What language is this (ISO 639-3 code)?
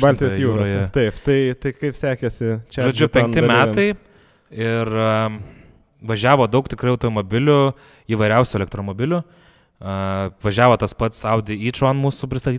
lit